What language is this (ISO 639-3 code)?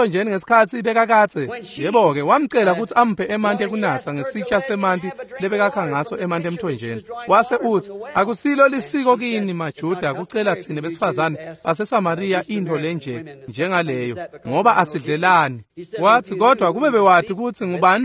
ssw